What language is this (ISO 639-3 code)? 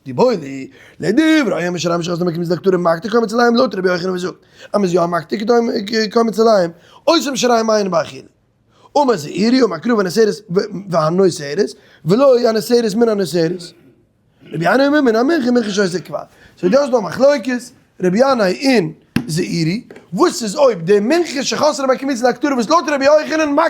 yid